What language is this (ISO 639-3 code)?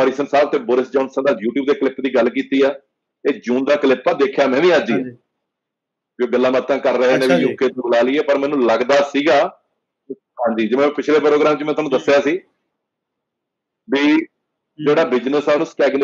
pan